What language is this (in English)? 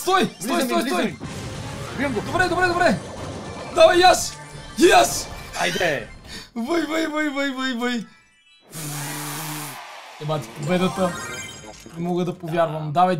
Bulgarian